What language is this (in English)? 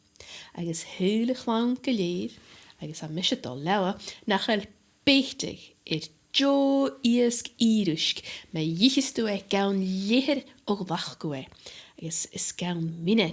Scottish Gaelic